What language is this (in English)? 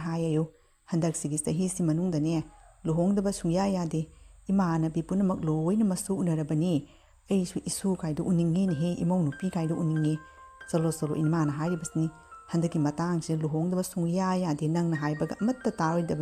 Manipuri